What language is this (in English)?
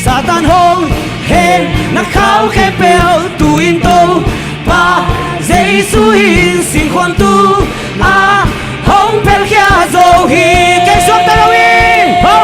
Tedim Chin